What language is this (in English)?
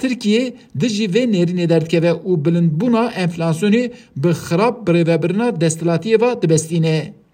Kurdish